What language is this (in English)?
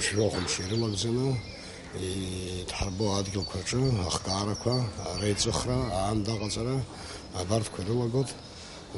Abkhazian